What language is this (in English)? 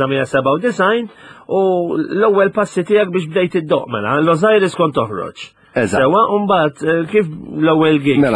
Maltese